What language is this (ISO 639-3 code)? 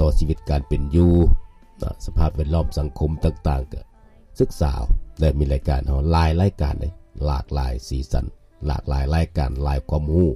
lao